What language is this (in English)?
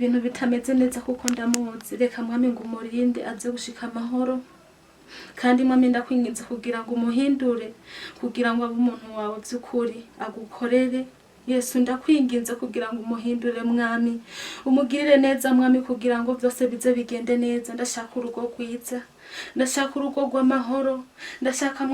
Rundi